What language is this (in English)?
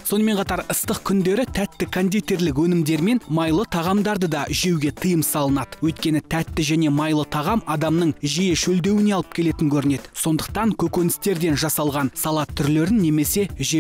Kazakh